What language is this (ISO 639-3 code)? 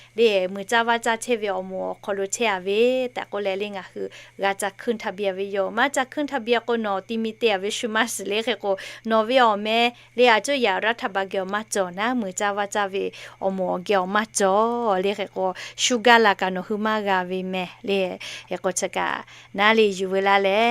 lhu